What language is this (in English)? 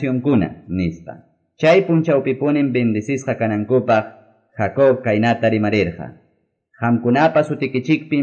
Quechua